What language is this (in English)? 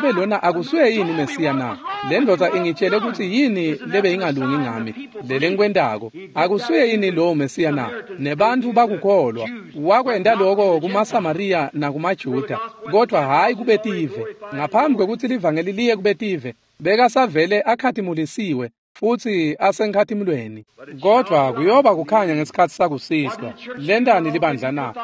Swati